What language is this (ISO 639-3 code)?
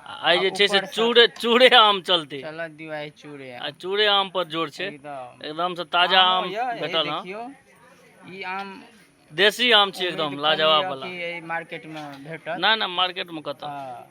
mai